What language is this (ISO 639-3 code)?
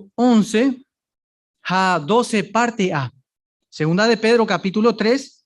grn